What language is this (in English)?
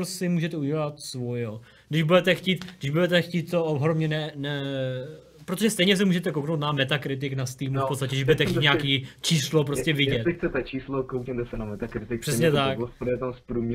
Czech